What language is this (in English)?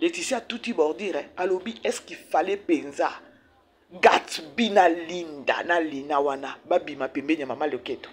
Lingala